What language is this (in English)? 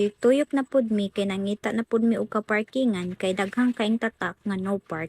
Cebuano